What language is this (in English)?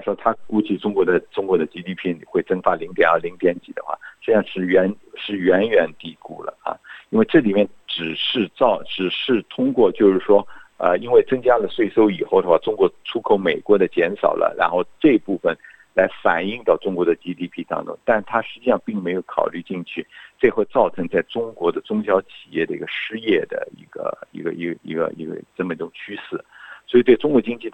Chinese